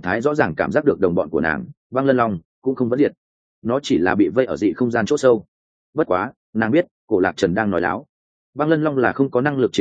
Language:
Vietnamese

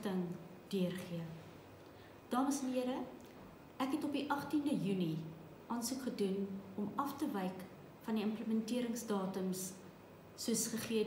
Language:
Afrikaans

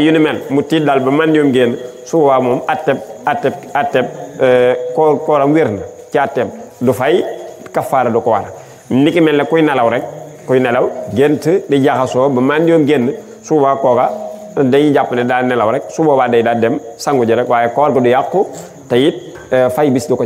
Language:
Wolof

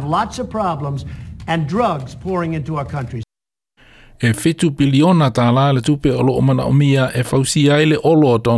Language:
Samoan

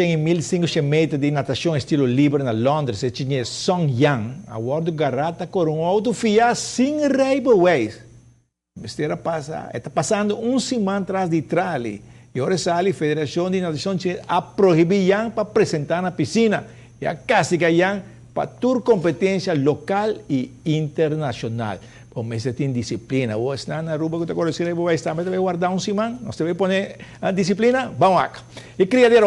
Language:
Papiamento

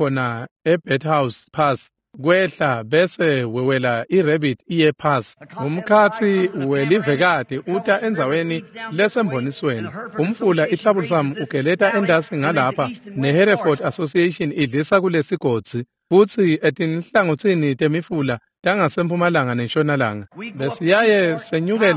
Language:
Swati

